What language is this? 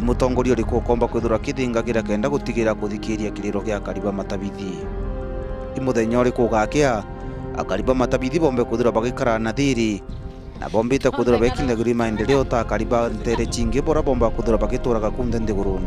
Meru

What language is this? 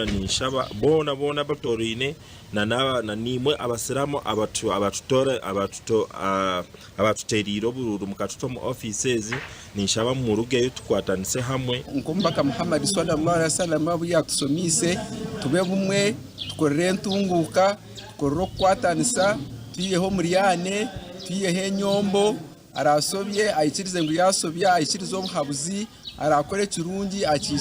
Nyankole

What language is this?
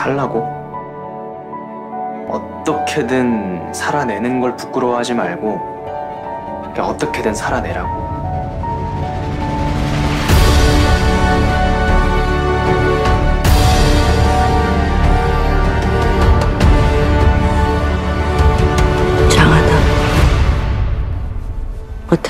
Korean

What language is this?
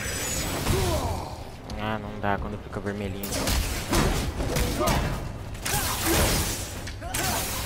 Portuguese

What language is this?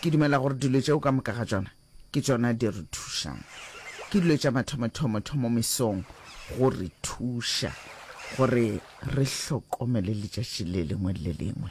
Northern Sotho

